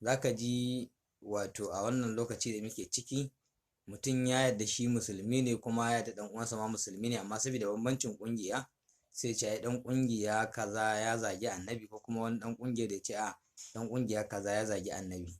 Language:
Hausa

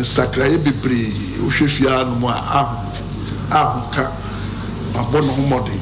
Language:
Akan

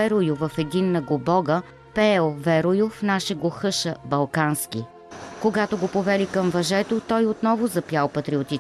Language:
Bulgarian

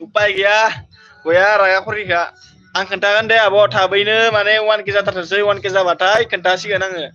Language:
Bodo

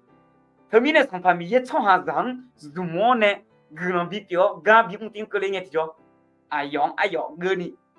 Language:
Akha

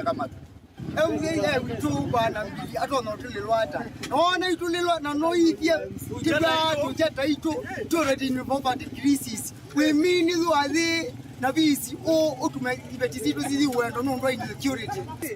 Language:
Kamba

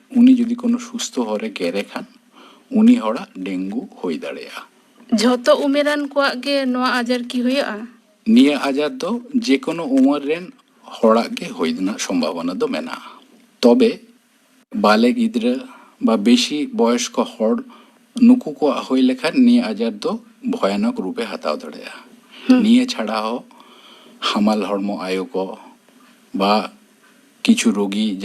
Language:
Santali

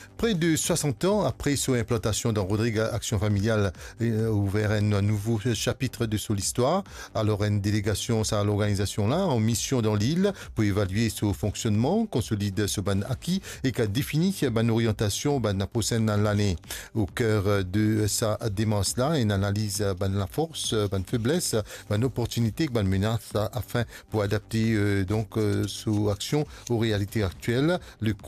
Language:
Morisyen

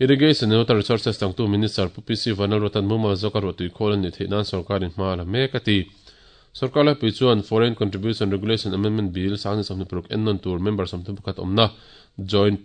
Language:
Mizo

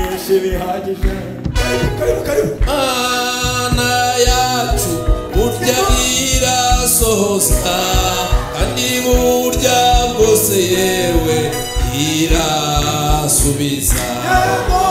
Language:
Kinyarwanda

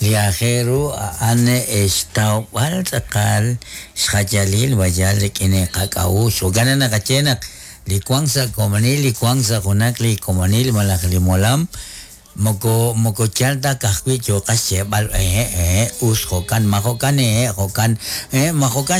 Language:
Kekchí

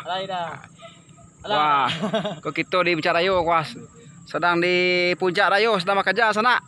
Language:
Minangkabau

